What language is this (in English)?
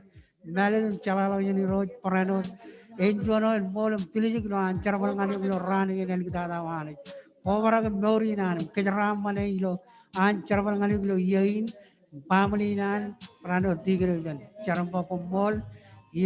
Marshallese